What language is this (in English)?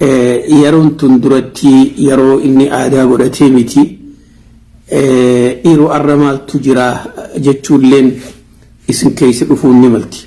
Oromo